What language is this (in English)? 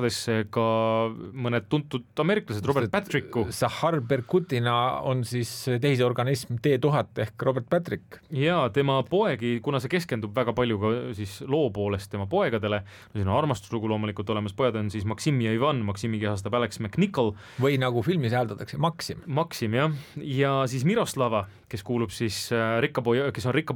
Estonian